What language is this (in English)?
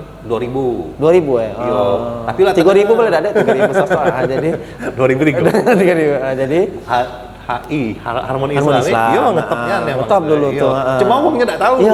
Musi